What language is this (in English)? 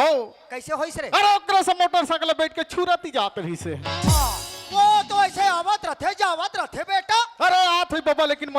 Chhattisgarhi